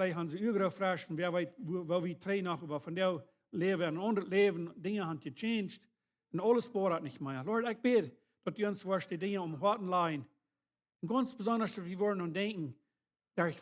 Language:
Plautdietsch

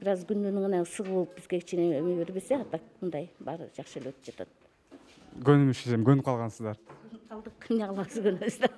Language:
Kyrgyz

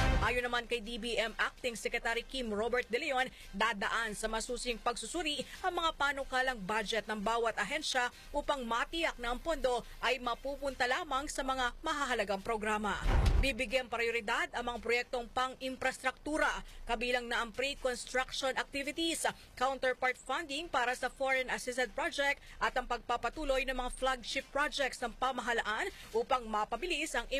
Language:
Filipino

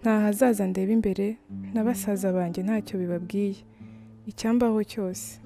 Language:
Kinyarwanda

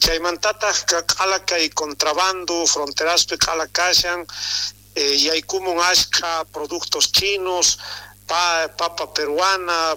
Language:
South Bolivian Quechua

